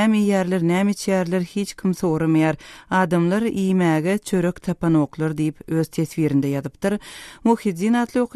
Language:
Turkmen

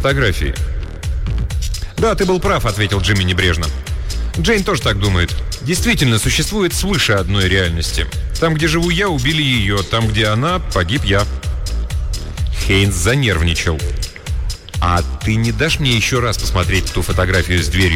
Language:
Russian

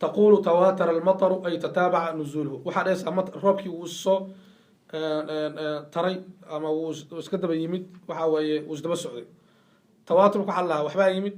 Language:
Somali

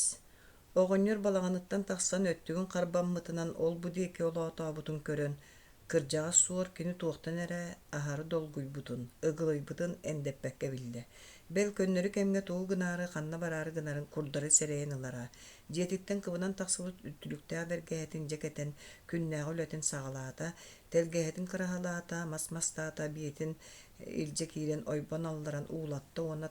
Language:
Yakut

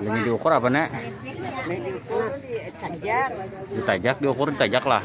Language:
Banjar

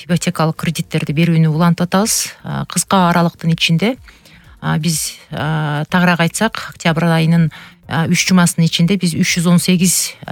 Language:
Kyrgyz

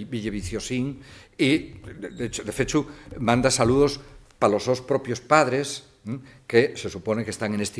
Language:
Asturian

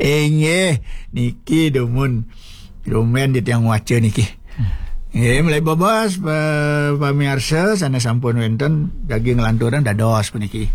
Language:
Balinese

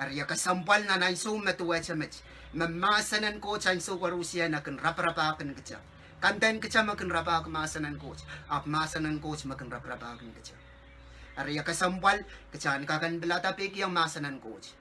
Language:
Pohnpeian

